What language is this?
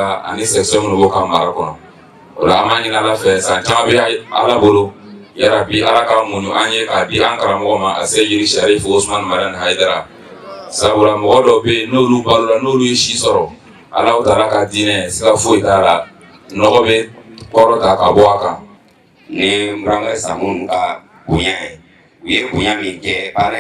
Bambara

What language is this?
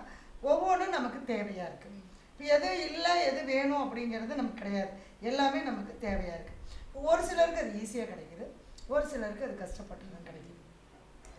Tamil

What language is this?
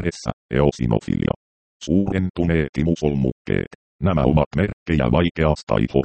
Finnish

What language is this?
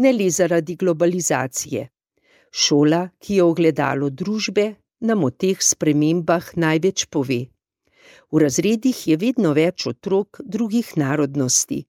Slovenian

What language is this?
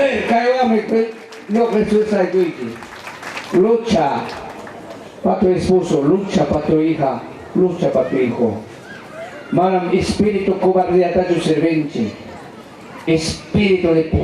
Ayacucho Quechua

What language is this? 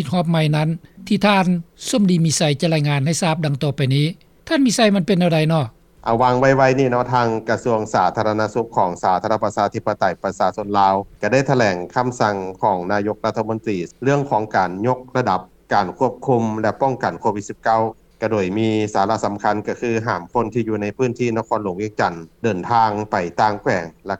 Lao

